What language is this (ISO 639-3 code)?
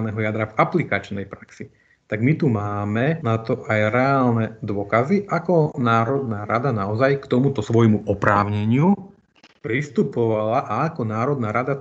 slk